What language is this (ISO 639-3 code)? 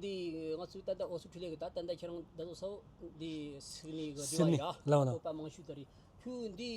bod